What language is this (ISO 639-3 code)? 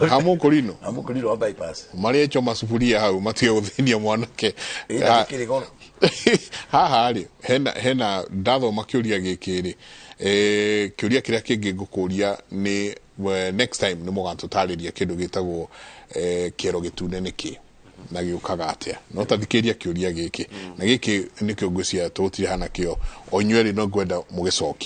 kik